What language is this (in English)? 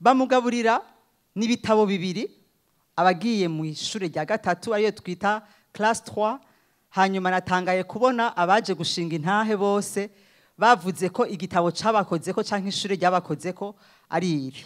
Rundi